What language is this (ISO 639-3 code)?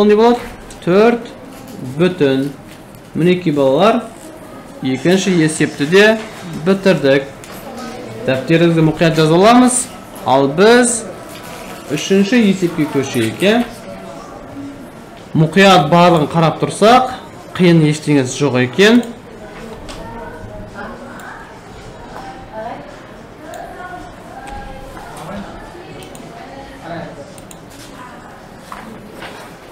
kaz